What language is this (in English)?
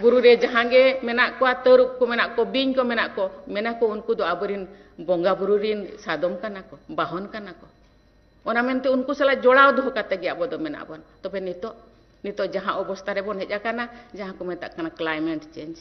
Santali